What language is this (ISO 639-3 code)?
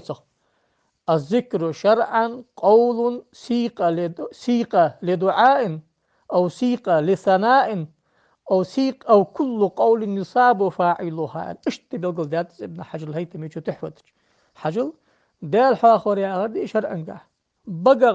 inh